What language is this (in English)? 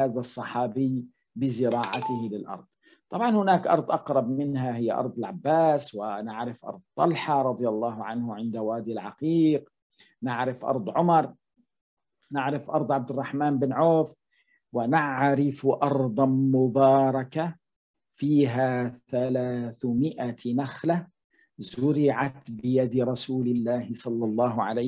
Arabic